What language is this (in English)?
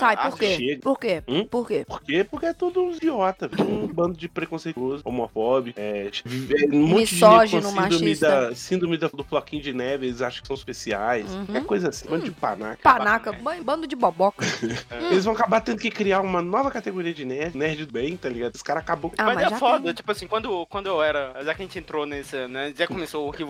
Portuguese